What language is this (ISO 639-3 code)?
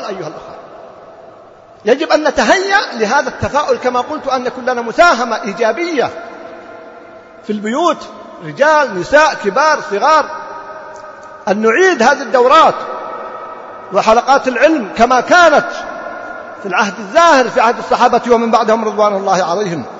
ara